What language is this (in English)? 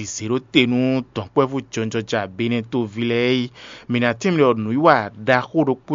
Fon